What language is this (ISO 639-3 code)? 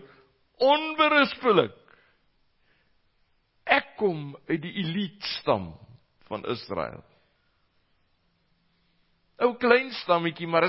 afr